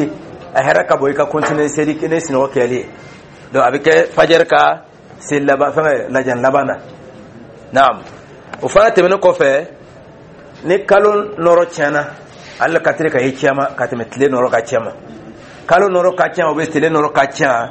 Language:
Dyula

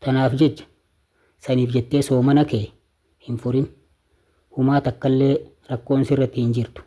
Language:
Oromo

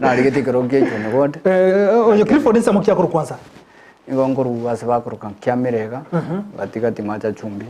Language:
Gusii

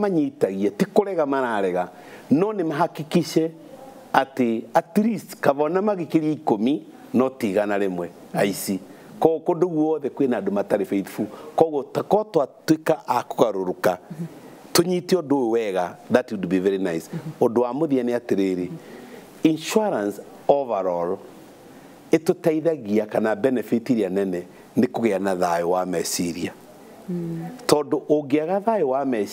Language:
Kikuyu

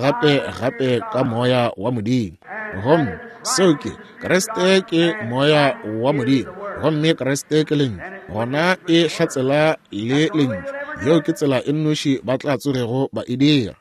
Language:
Northern Sotho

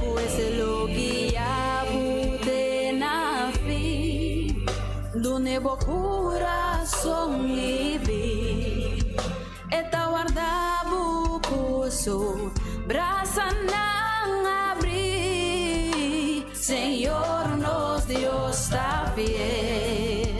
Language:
Papiamento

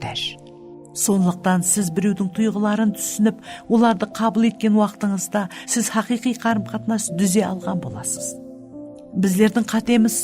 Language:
Kara-Kalpak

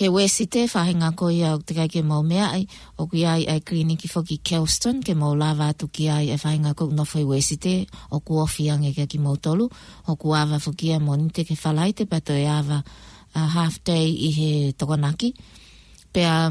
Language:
Tongan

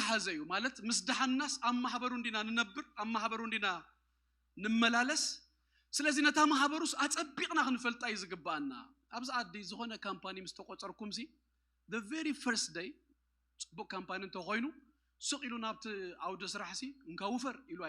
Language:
Tigrinya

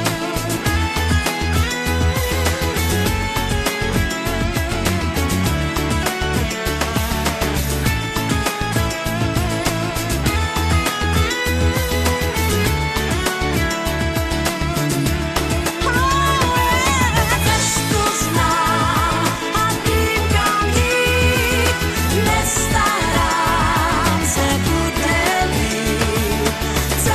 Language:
Czech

